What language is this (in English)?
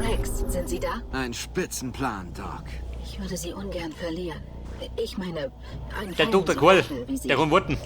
Bavarian